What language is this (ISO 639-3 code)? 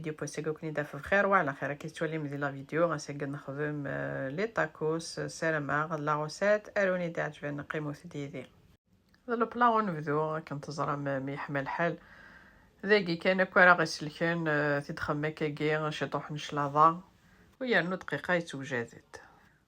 kab